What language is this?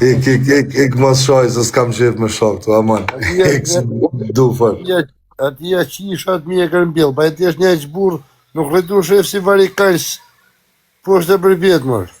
Albanian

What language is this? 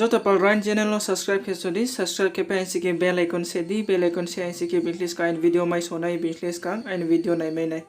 Riang (India)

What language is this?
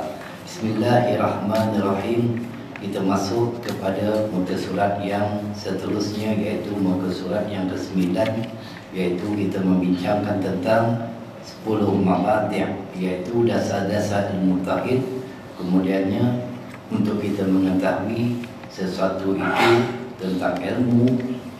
Malay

